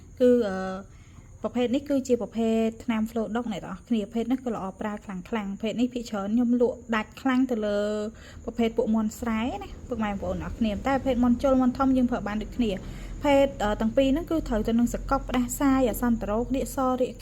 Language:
Khmer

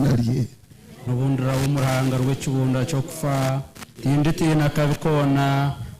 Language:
Nyankole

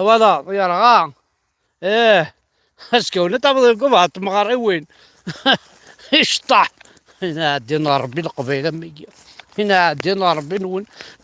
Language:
Kabyle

